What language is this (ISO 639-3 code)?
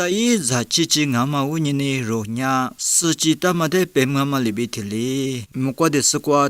lis